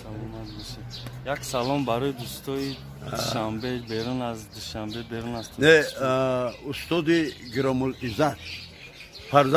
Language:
Tajik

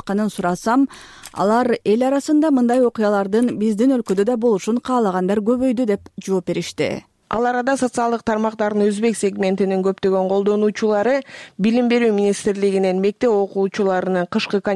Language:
Kyrgyz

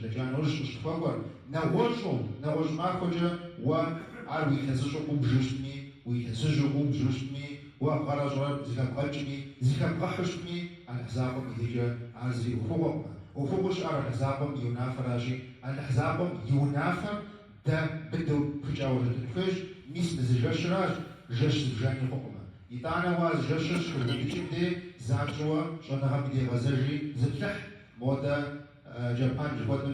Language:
Kabardian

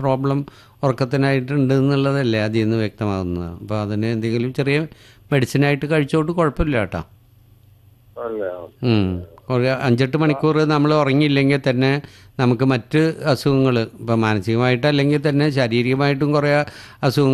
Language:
Malayalam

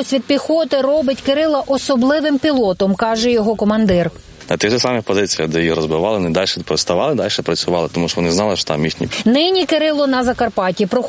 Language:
Ukrainian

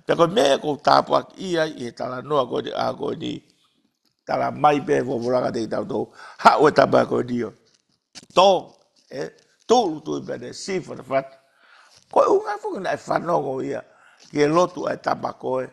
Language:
Tongan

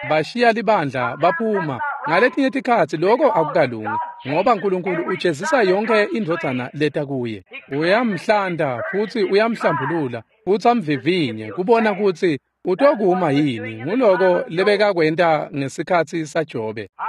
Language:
Swati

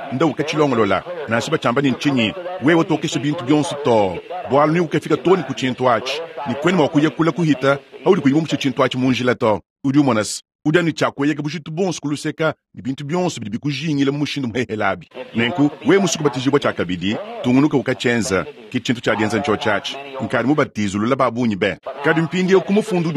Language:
Luba-Lulua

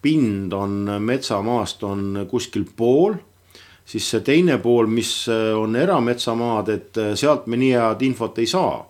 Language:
Estonian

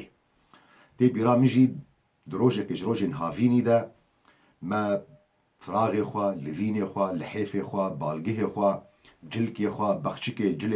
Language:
Kurdish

